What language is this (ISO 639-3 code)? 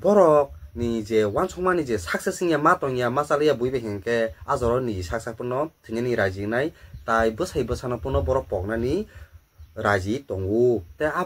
trp